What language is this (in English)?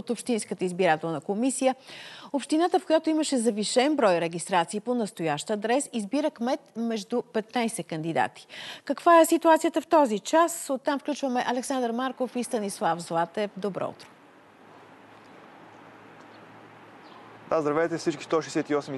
Bulgarian